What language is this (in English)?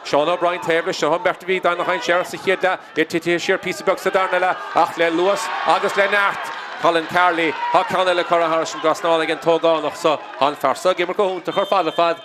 Irish